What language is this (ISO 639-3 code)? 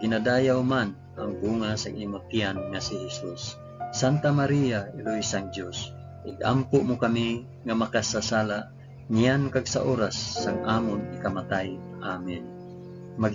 hil